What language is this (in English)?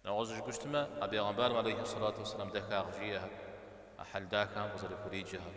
Kabardian